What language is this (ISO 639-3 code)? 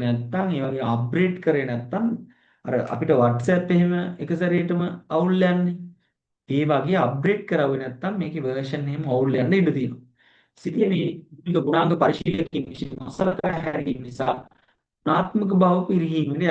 sin